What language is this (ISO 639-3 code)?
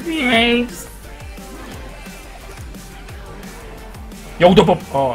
ron